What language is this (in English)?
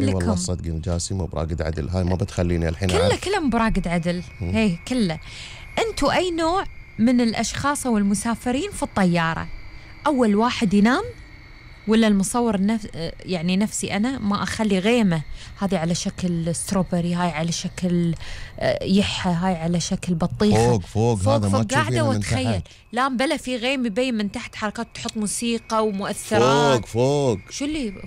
Gulf Arabic